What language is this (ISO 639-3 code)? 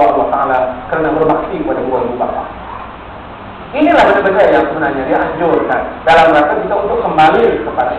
msa